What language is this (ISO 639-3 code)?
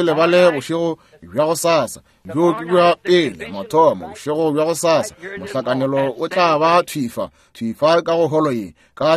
nso